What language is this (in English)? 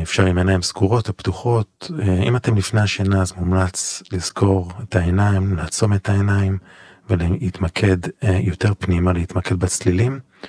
Hebrew